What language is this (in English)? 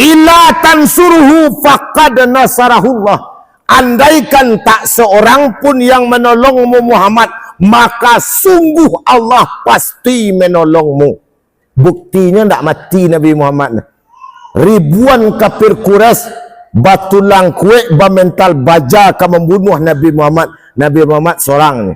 Minangkabau